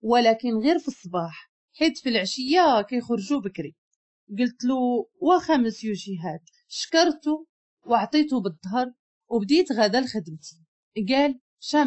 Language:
Moroccan Arabic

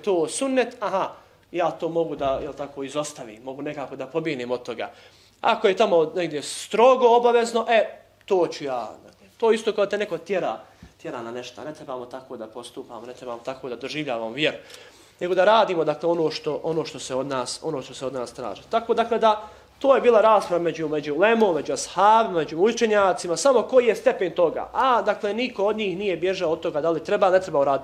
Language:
Bosnian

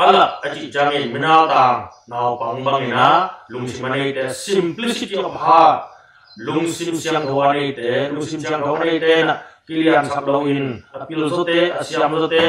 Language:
Tedim Chin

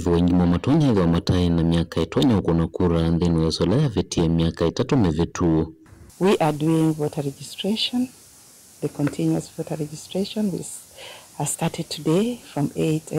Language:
Kamba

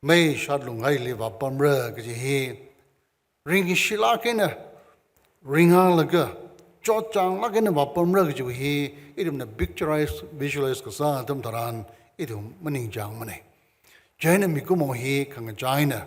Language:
Tangkhul Naga (India)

